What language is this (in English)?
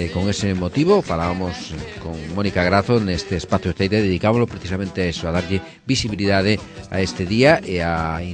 Galician